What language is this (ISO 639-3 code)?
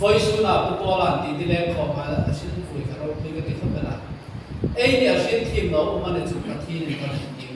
hmr